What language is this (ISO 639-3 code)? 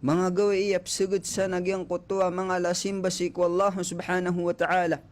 mrw